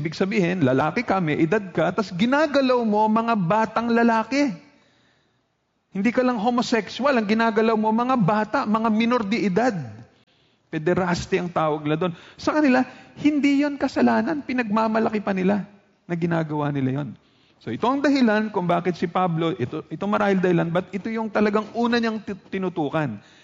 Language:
Filipino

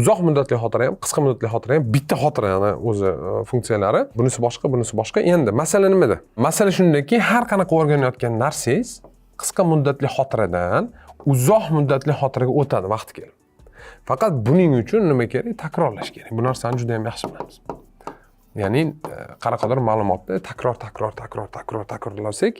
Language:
Uzbek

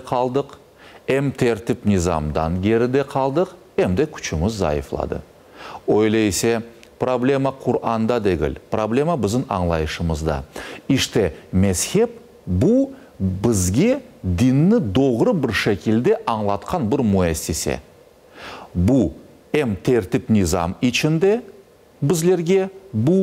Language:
Crimean Tatar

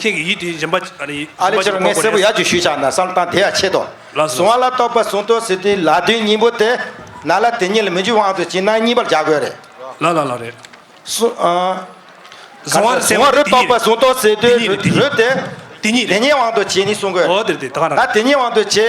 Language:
Tibetan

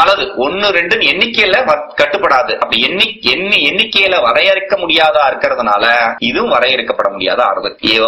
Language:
Tamil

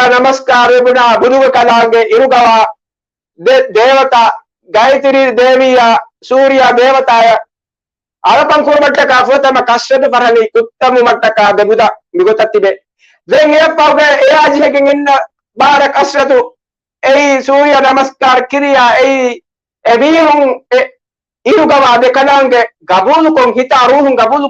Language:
Divehi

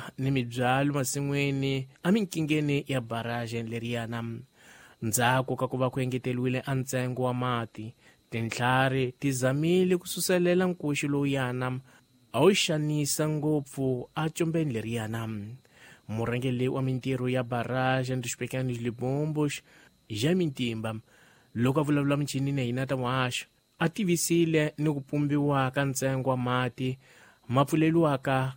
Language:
Tsonga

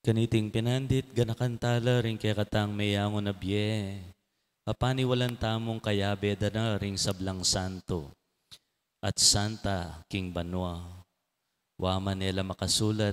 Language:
Pampanga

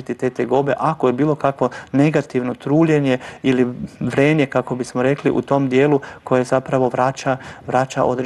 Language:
Croatian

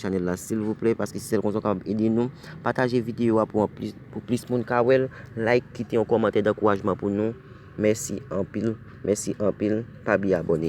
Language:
Haitian Creole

